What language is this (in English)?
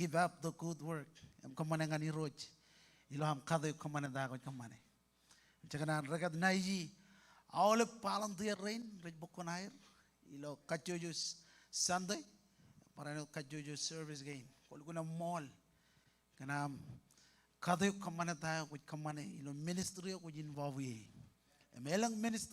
Marshallese